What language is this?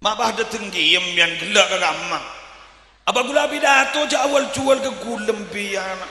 Madurese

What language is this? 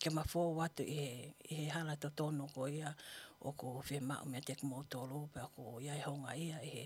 Tongan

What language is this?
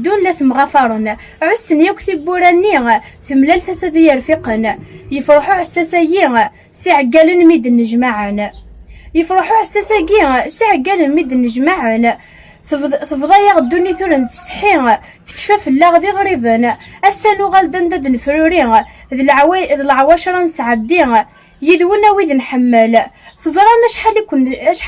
Kabyle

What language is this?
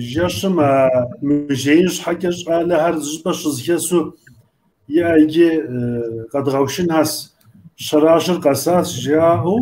Kabardian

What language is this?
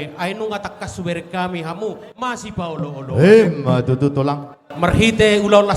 Batak Toba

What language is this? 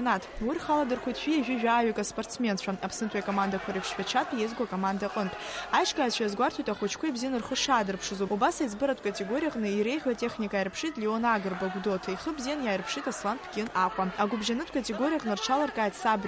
Abkhazian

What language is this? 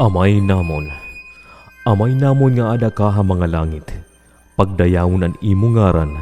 Waray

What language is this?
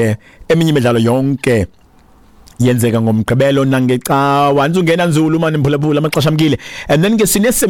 Xhosa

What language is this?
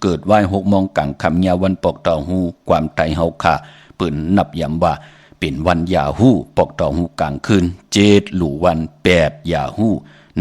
Shan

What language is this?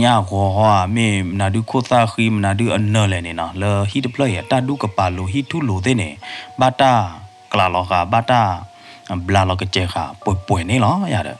S'gaw Karen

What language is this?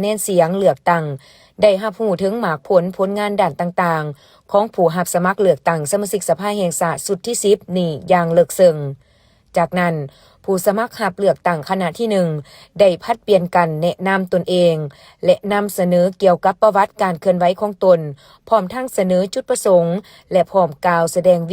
Lao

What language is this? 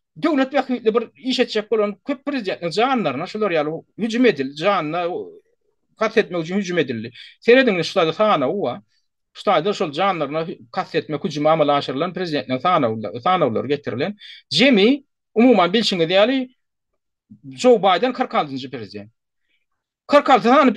Turkmen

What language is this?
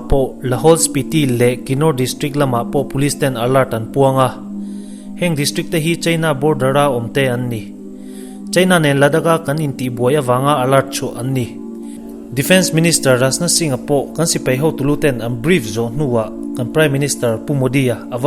Mizo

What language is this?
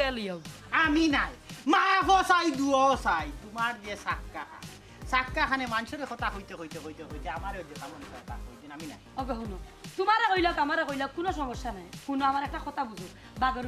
Sylheti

